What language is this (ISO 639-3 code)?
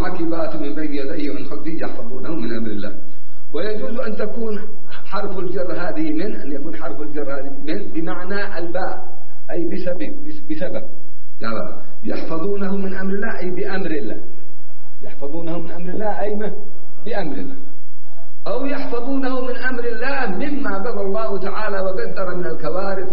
ara